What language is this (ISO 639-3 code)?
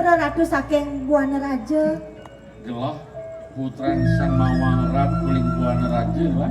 ban